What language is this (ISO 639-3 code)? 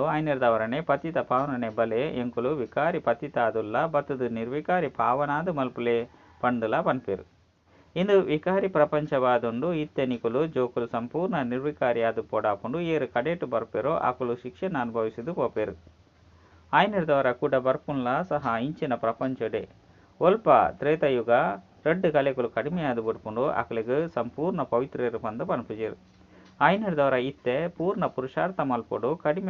tcy